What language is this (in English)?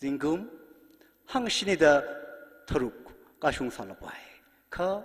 Tangkhul Naga (India)